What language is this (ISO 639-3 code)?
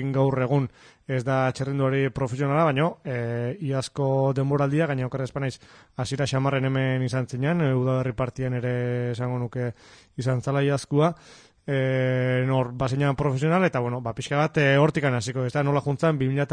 eus